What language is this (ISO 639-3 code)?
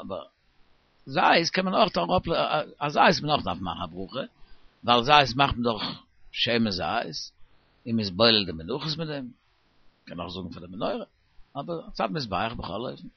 yid